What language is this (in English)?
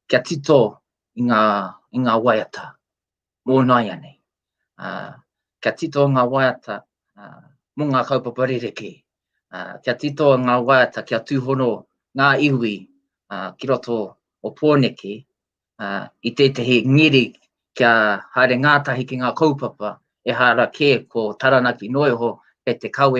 Māori